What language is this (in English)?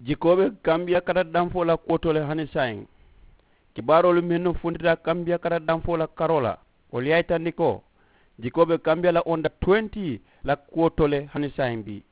Mandingo